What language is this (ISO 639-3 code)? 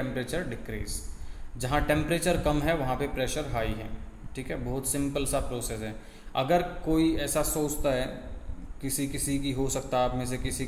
hin